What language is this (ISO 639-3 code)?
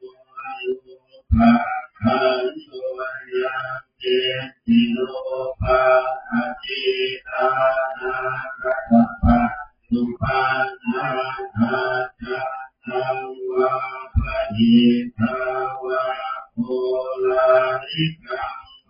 pli